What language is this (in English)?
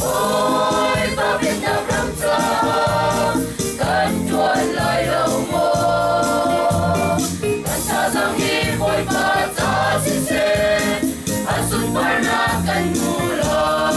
Hakha Chin